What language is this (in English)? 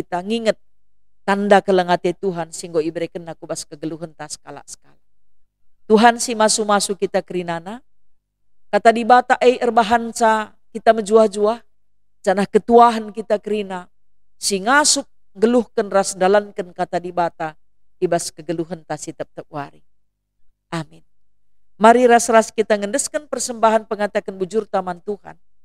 Batak Karo